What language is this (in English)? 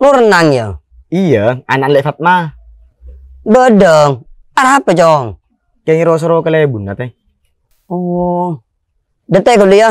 Madurese